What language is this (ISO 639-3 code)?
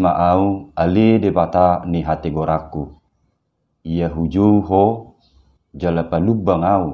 bbc